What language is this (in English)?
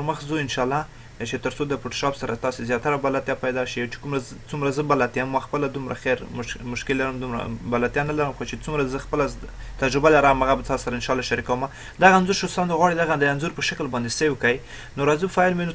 Pashto